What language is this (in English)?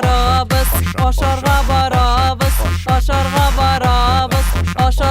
Bashkir